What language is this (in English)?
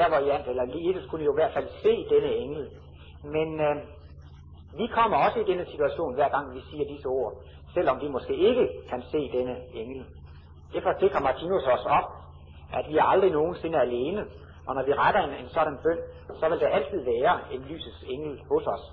Danish